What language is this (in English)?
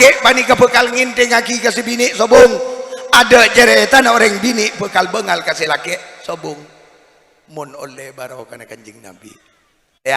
Madurese